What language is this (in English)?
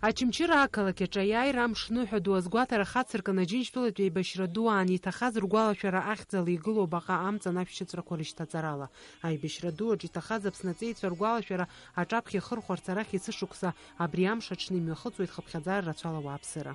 Abkhazian